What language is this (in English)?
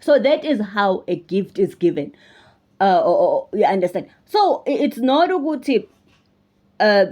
Zulu